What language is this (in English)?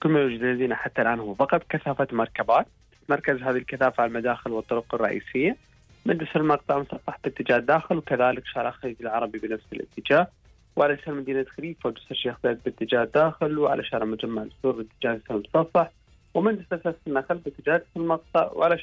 Gulf Arabic